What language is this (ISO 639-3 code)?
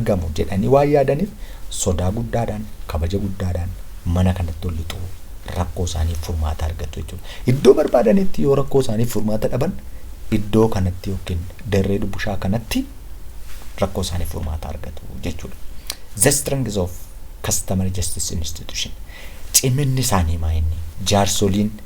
orm